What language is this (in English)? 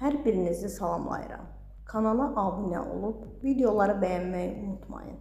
Azerbaijani